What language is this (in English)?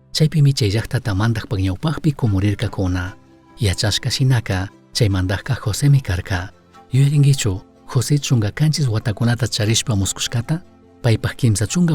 Chimborazo Highland Quichua